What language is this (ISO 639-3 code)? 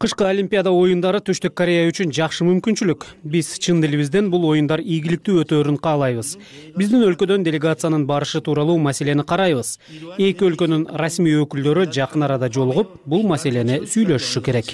kir